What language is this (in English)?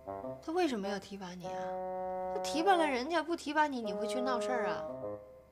Chinese